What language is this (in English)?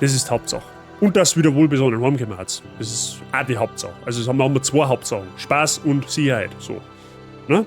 Bavarian